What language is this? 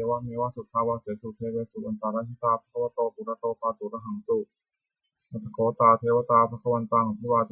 Pali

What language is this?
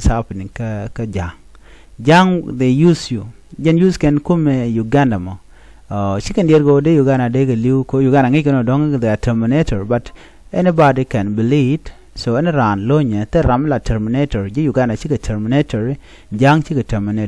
Nuer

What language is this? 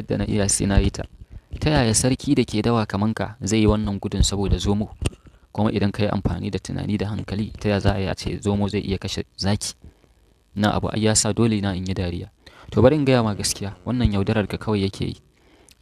Hausa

